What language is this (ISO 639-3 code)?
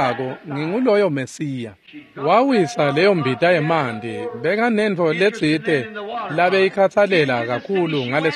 ssw